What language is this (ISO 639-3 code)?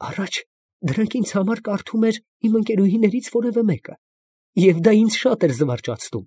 hye